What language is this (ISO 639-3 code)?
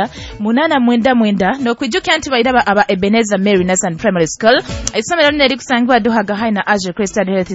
nyo